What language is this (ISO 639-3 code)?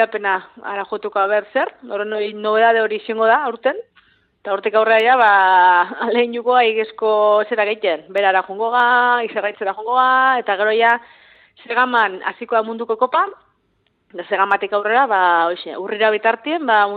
eus